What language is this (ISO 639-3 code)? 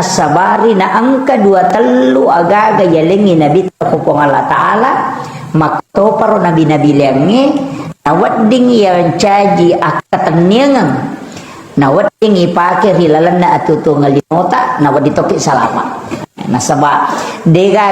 bug